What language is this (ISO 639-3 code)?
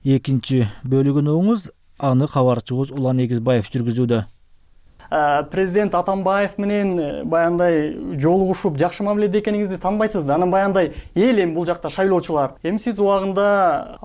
kir